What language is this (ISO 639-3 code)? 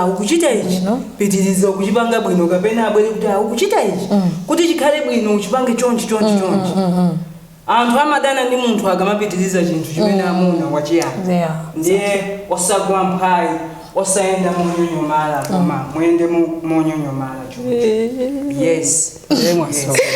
nya